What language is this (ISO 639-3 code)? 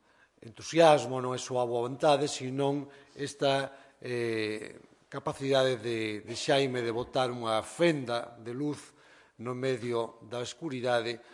glg